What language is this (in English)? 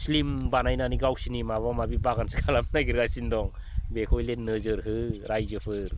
Bodo